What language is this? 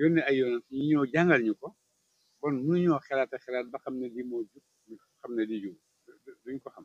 Wolof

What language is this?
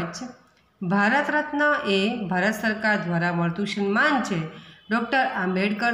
Gujarati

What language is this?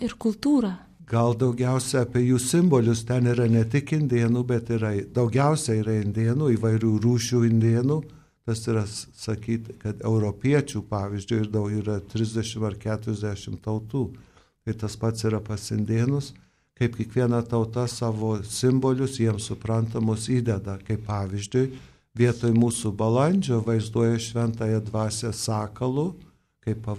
Lithuanian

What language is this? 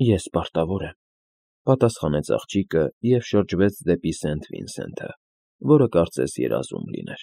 Armenian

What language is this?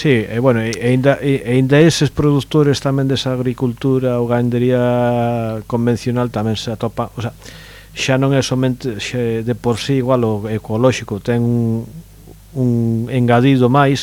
Galician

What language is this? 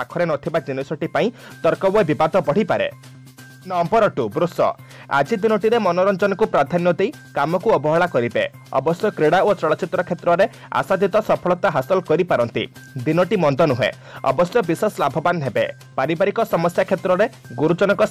Odia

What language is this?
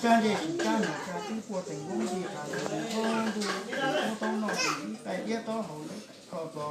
Hmong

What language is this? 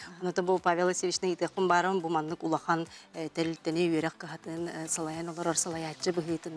Yakut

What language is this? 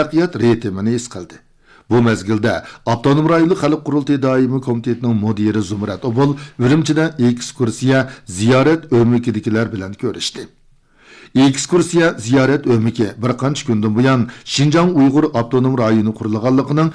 Uyghur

